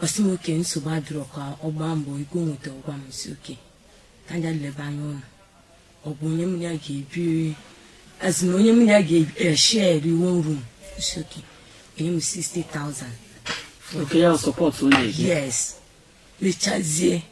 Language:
Igbo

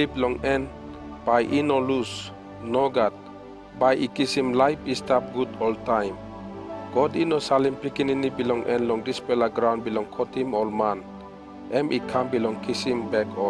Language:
Tok Pisin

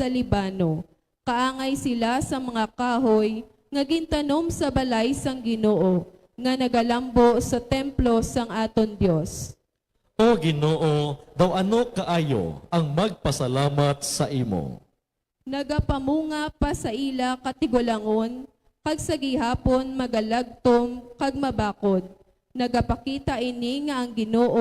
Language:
Hiligaynon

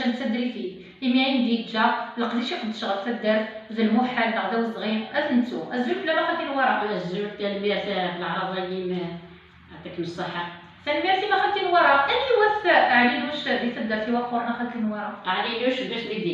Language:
Kabyle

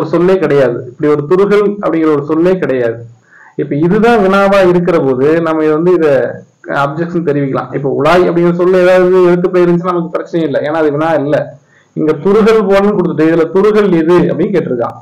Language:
Tamil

